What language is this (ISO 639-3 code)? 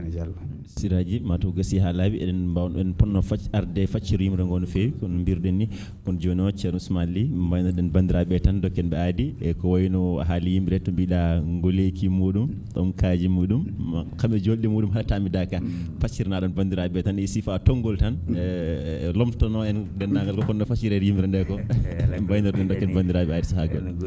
ful